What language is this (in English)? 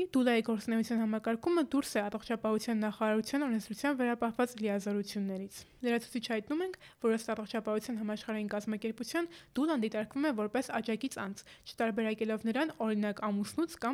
Armenian